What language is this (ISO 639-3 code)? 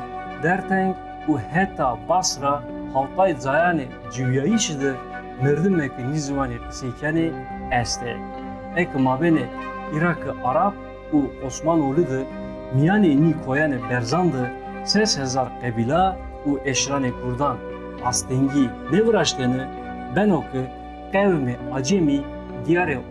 zza